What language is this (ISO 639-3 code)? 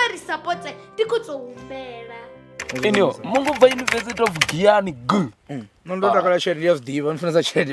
ven